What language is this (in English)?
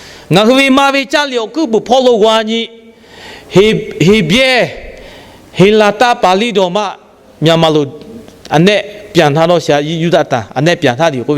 Lahu